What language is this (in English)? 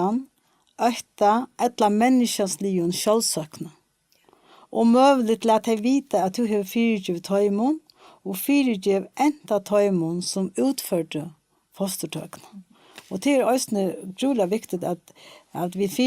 Faroese